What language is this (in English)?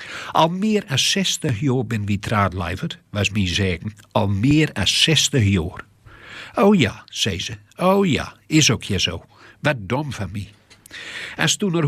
Gronings